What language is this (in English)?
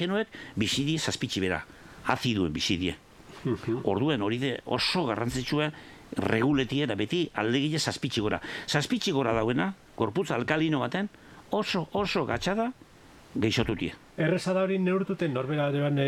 Basque